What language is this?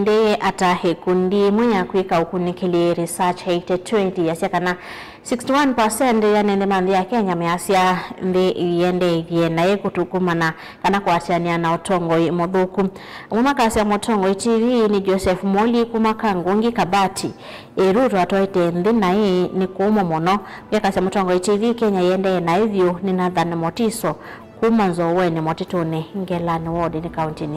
Kamba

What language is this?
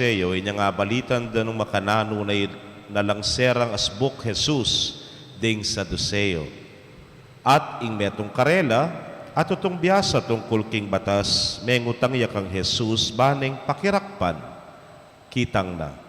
Pampanga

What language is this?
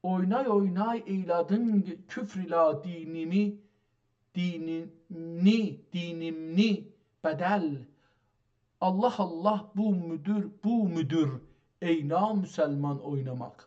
South Azerbaijani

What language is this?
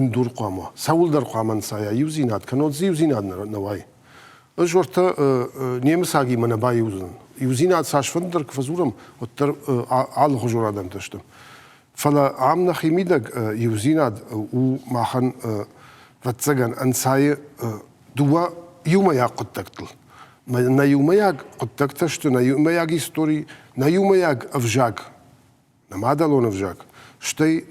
Ossetic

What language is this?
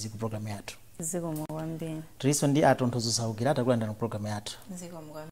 Nyanja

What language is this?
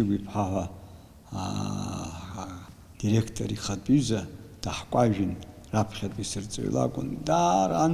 Abkhazian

